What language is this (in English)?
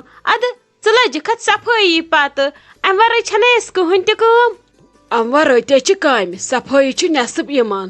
Kashmiri